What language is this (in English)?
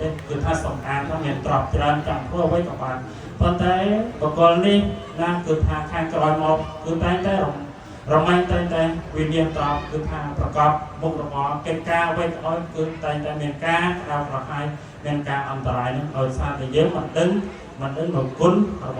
Khmer